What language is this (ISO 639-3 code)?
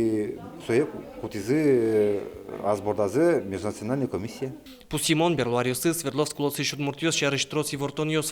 udm